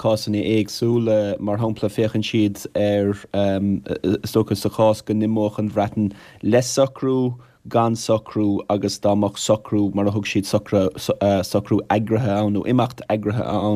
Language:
Irish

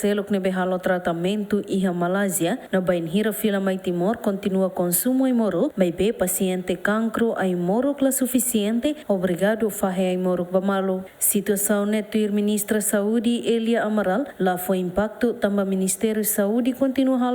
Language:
Tetum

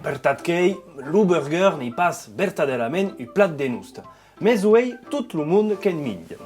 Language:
Occitan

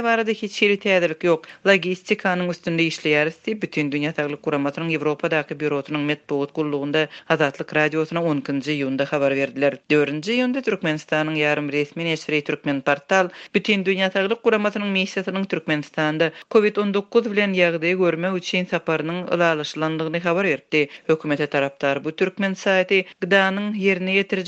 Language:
Turkmen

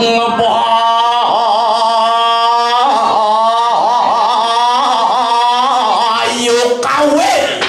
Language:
Balinese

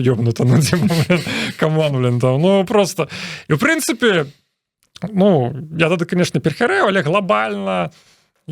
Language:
Belarusian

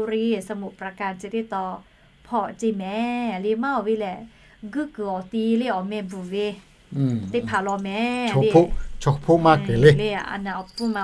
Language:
Lahu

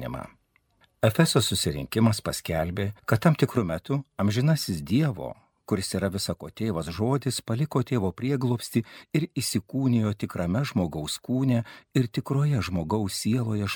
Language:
Lithuanian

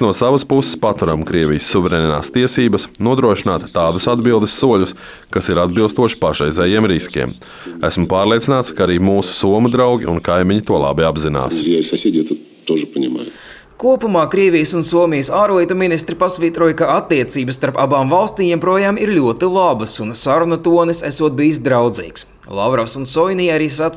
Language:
Latvian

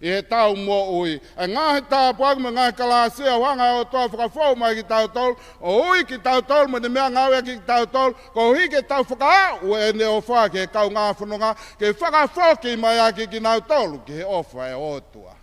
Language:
Tongan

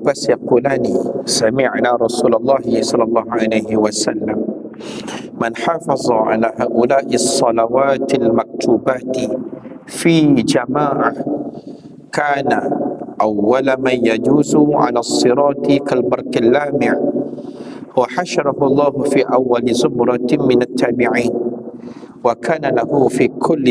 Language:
Malay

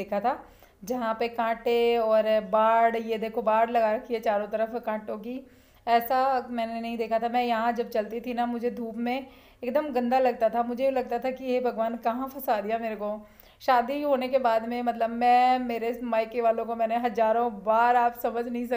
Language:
Hindi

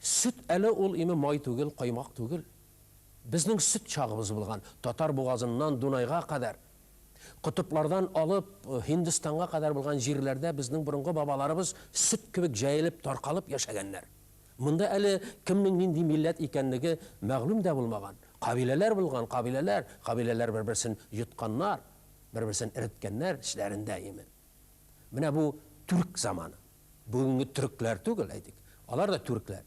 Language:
Tatar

